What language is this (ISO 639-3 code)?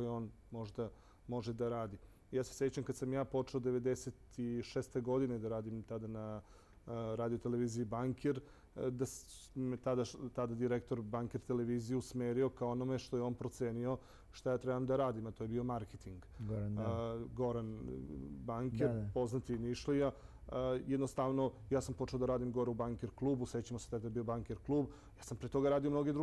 srp